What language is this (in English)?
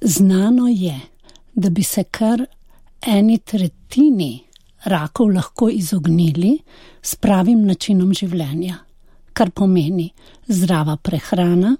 Slovenian